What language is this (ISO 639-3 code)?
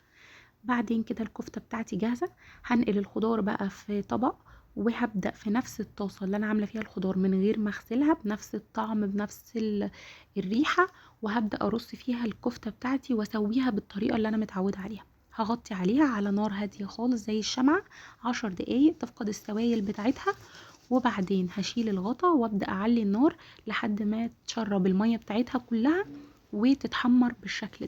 arz